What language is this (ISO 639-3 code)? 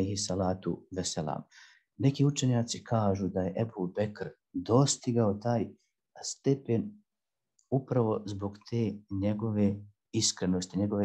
bos